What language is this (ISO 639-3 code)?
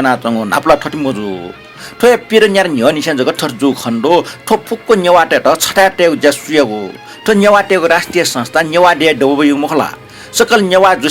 new